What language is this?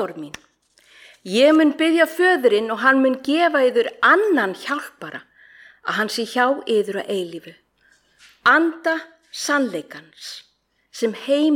Icelandic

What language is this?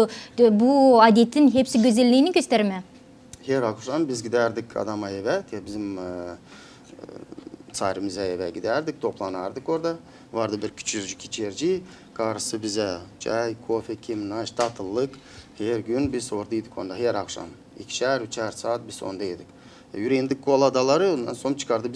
Gagauz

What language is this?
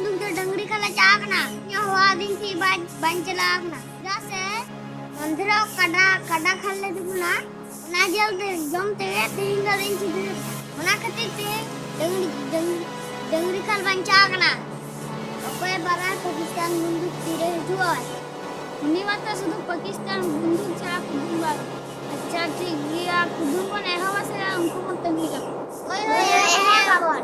Santali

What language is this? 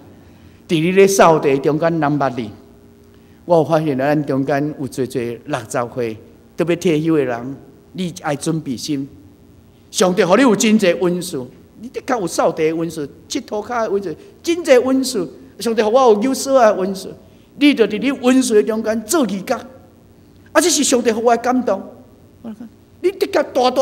Min Nan Chinese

